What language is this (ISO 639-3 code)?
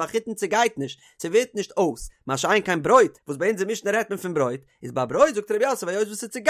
yid